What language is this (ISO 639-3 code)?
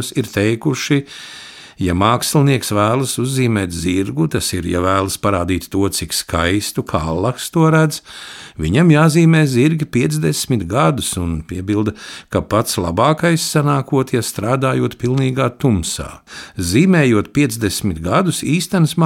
lav